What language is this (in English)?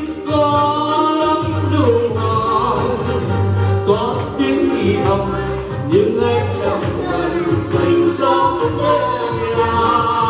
Vietnamese